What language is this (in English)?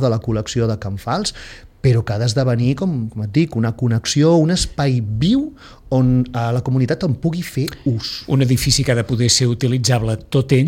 Catalan